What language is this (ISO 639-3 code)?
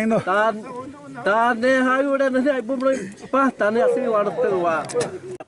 xav